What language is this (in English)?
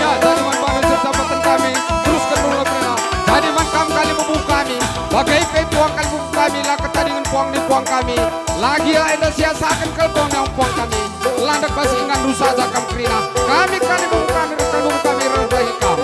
Batak Karo